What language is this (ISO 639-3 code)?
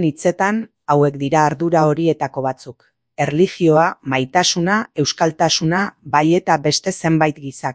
eus